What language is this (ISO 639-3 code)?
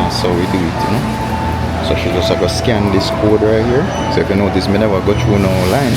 jam